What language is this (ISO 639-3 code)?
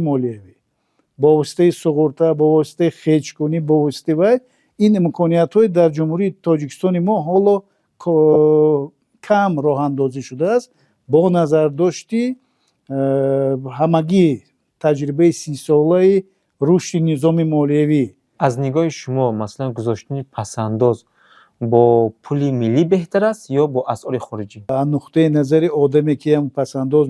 tgk